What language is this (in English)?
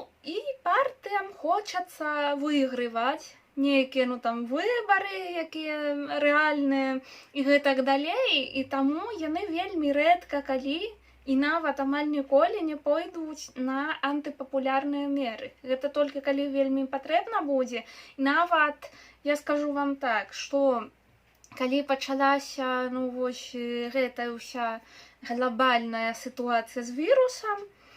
Belarusian